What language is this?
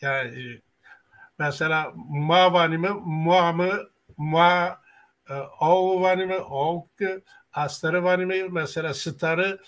Zaza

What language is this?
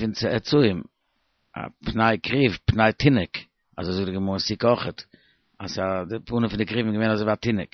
Yiddish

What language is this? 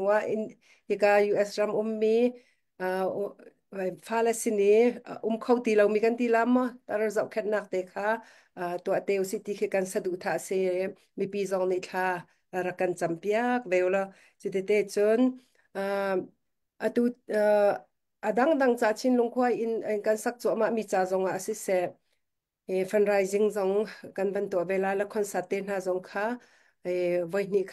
Hakha Chin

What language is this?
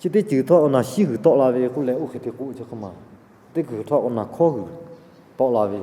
Lahu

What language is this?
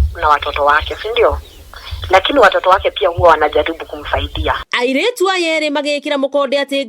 Kikuyu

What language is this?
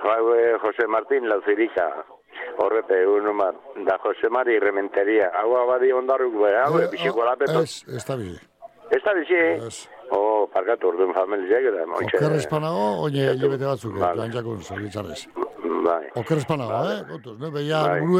Basque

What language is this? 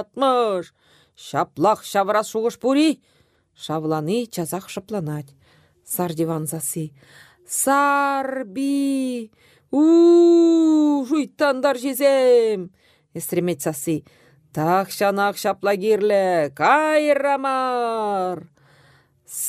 Chuvash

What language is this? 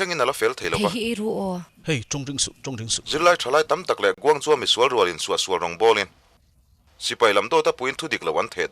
Mizo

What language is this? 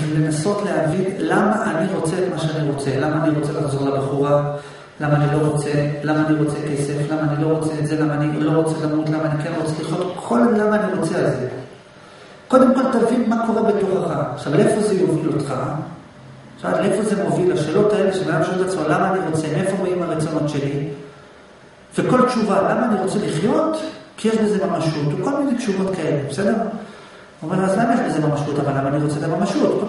Hebrew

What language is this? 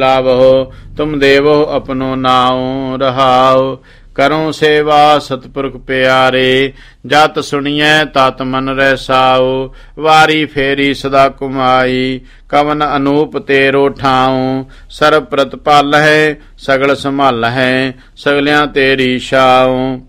Punjabi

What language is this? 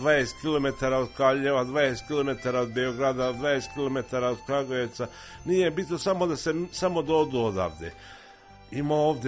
Serbian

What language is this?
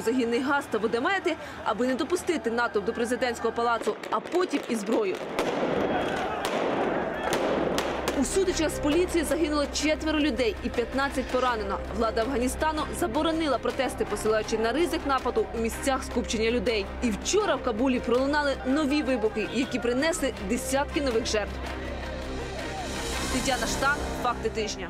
Ukrainian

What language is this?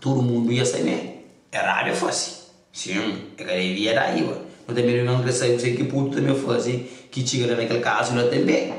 Kabuverdianu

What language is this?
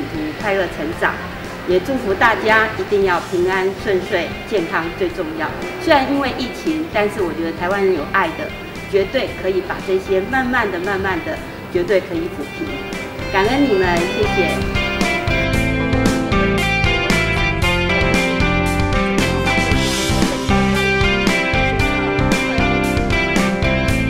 Chinese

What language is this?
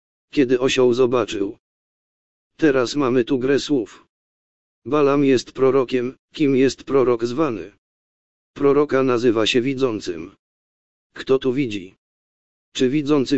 Polish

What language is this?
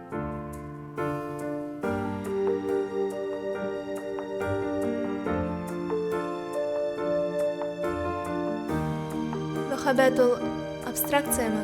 Bashkir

